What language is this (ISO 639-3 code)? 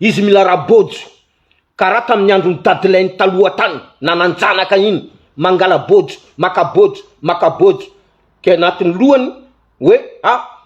mlg